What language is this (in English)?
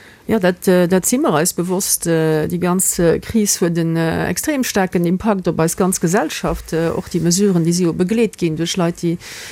Luxembourgish